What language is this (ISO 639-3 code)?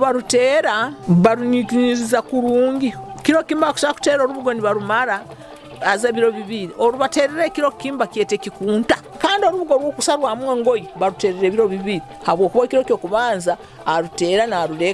nyo